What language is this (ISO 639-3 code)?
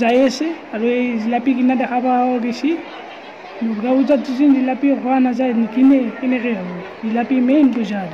asm